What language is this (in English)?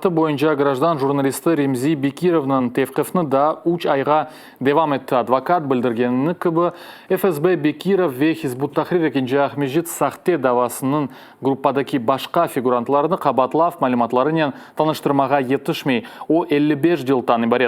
Crimean Tatar